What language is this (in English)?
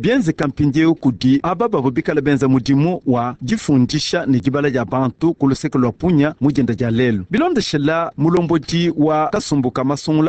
Luba-Lulua